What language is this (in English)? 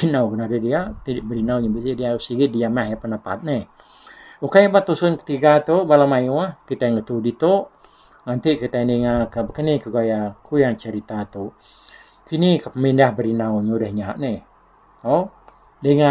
Iban